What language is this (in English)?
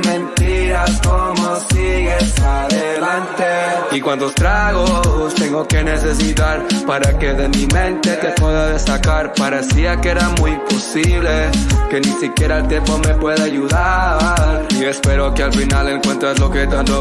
Spanish